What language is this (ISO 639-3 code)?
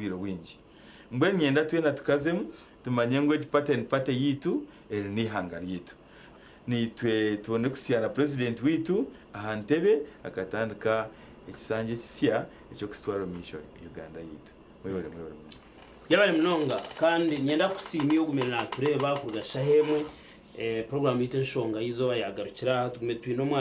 nyn